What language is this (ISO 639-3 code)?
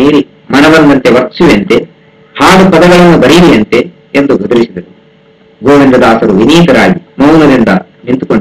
kan